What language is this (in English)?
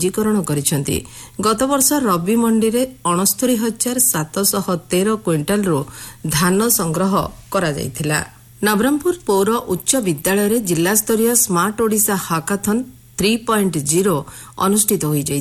Odia